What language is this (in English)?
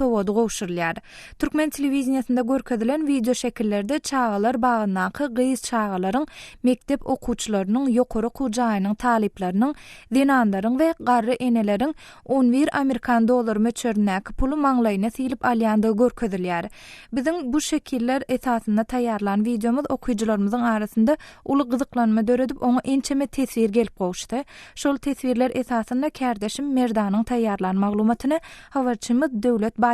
Turkmen